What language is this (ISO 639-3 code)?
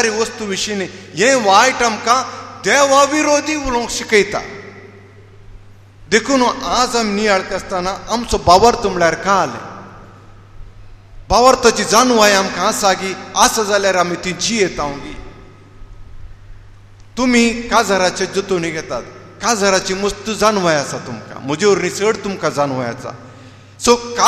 kok